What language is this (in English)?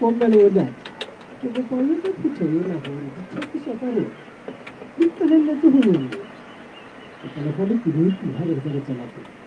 Southern Sotho